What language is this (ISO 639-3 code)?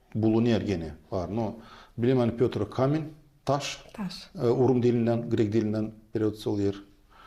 gag